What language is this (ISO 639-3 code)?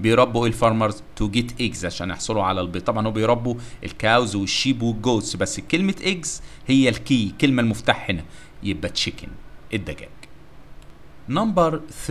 arz